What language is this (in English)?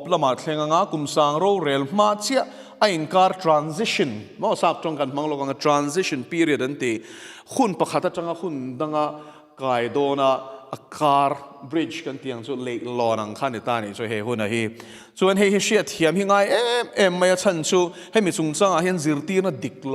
Mizo